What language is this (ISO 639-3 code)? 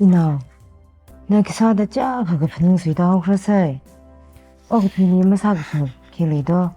nmf